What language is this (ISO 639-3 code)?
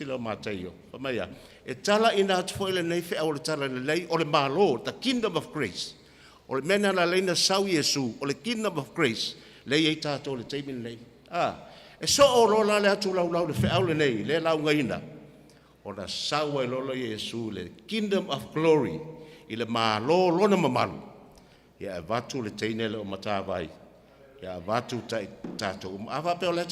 smo